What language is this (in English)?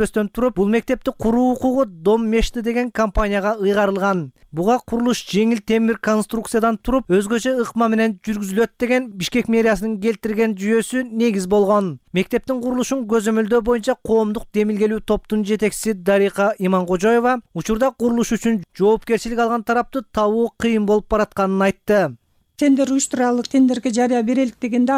Kyrgyz